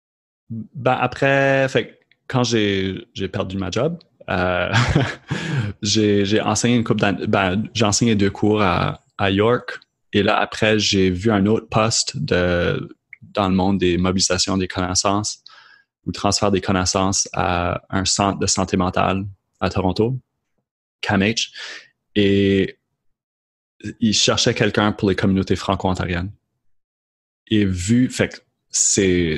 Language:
French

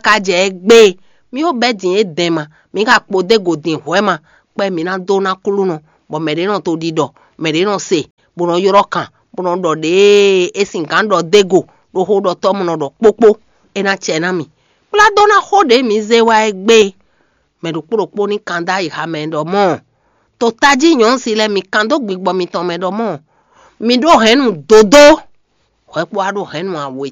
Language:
Fon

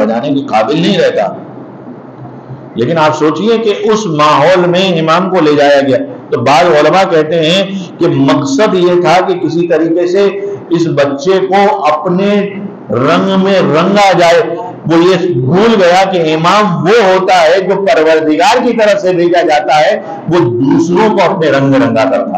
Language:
Urdu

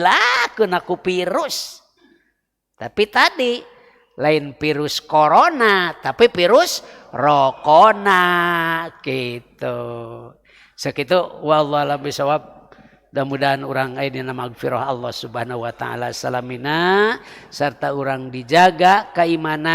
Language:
Sundanese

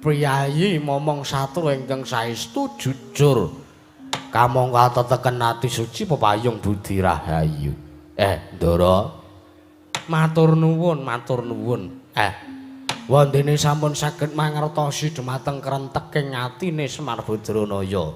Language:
Javanese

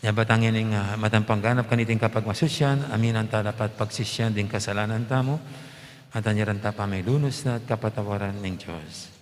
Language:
Pampanga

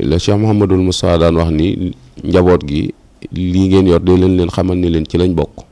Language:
Wolof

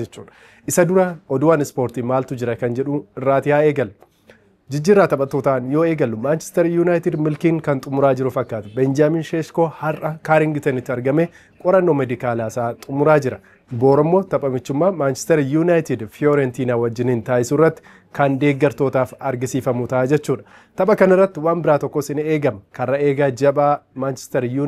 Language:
Oromo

